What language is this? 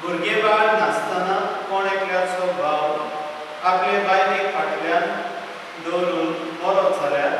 Konkani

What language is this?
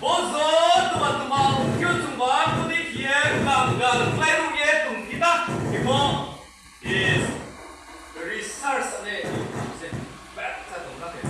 Riang (India)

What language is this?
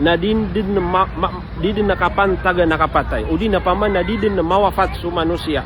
Maranao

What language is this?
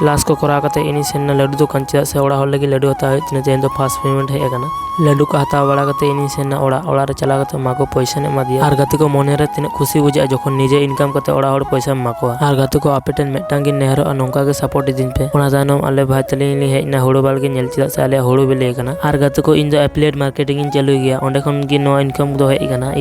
Santali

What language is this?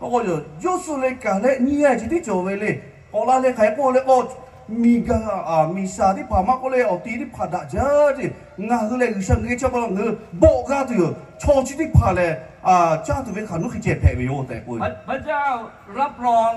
Lahu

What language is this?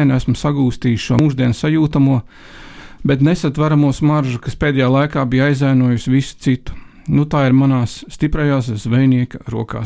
Latvian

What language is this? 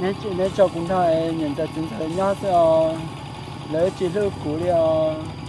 Hmong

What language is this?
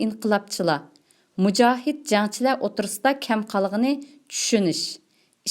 Uyghur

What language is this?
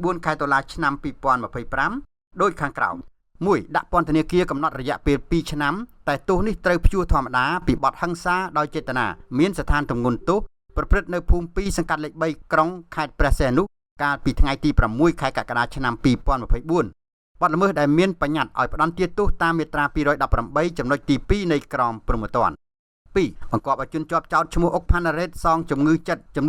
Khmer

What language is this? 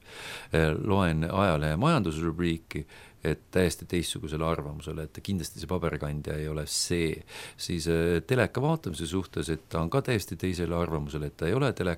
Estonian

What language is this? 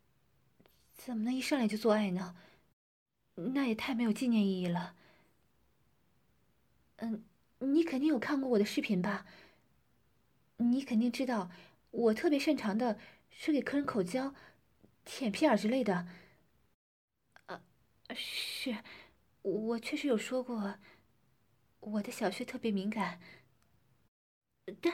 Chinese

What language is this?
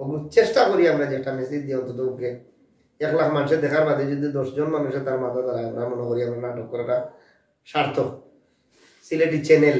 Sylheti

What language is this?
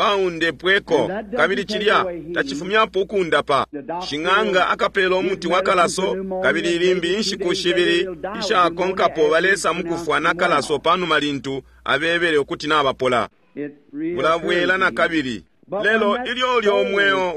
Bemba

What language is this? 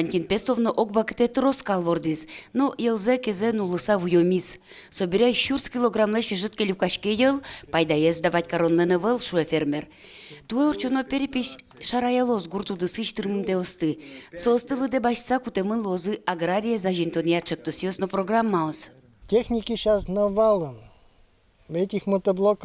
Udmurt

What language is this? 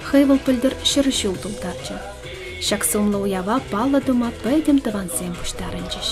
Chuvash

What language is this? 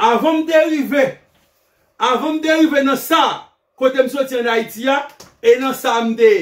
Haitian Creole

